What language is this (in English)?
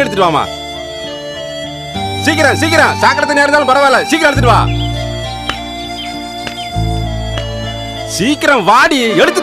Tamil